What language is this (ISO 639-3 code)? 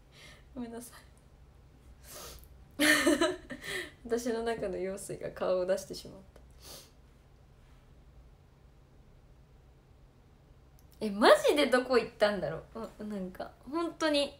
jpn